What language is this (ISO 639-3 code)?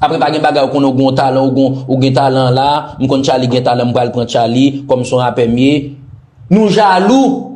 hat